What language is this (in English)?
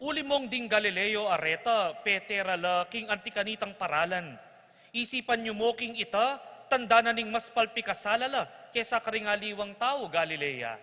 Pampanga